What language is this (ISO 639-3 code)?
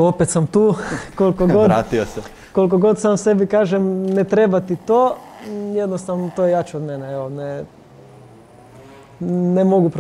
hrv